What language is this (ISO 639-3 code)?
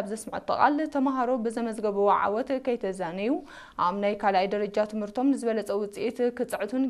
tir